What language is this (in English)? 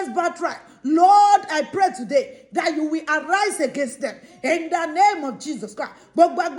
Yoruba